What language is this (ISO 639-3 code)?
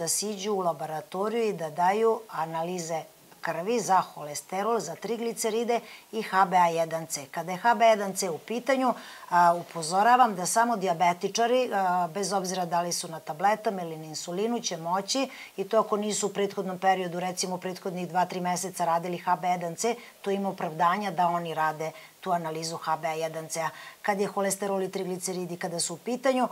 srp